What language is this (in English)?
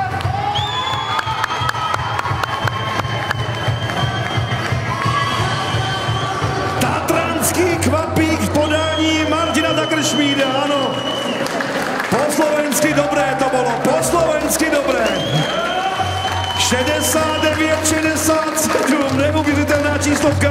Czech